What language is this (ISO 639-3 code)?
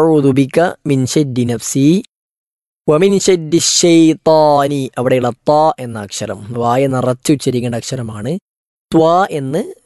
mal